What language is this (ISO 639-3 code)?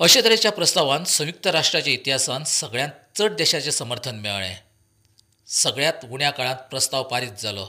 kok